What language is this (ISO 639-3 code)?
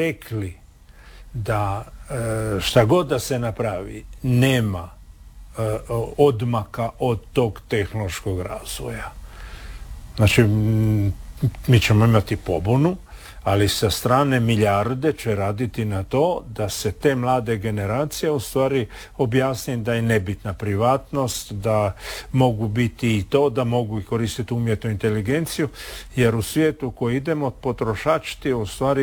hrv